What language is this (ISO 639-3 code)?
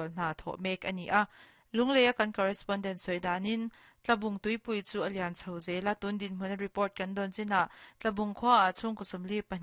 lus